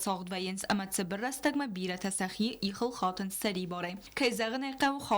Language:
Ossetic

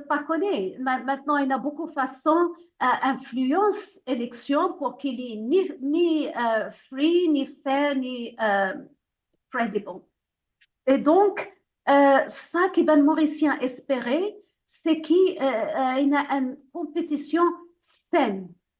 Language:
Morisyen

